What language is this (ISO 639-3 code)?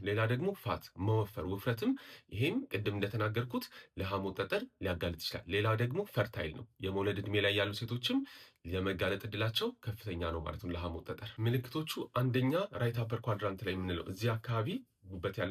amh